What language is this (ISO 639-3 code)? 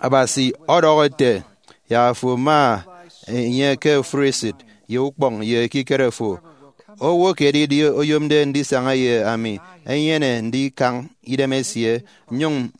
efi